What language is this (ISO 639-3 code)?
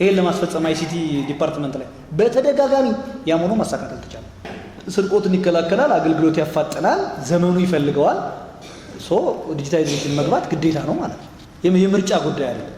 amh